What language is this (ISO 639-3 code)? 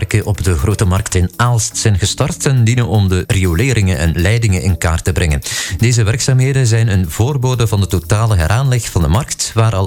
nld